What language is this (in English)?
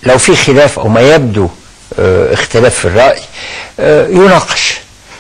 Egyptian Arabic